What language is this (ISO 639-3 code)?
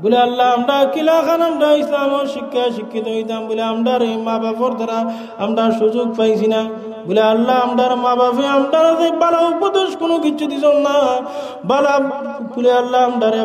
syl